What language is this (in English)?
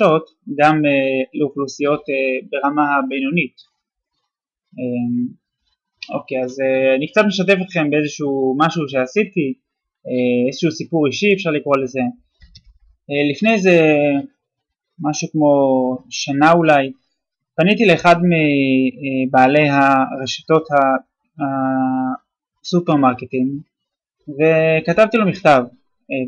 Hebrew